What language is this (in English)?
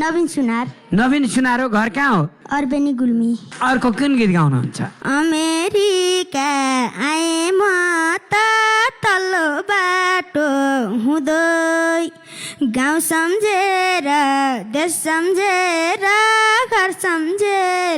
Nepali